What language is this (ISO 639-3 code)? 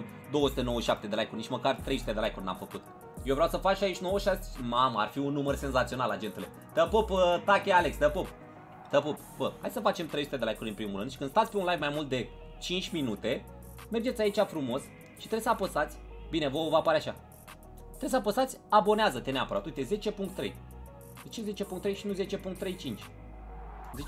ron